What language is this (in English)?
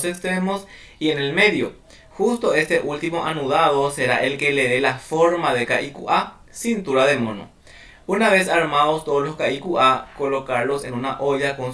Guarani